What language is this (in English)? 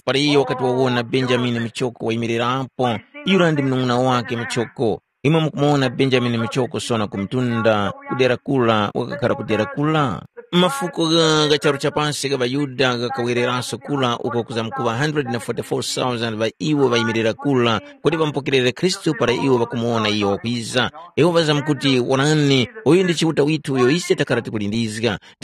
Tumbuka